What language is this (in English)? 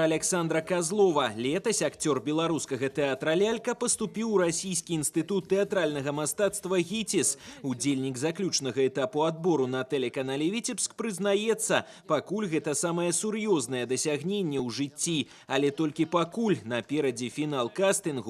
Belarusian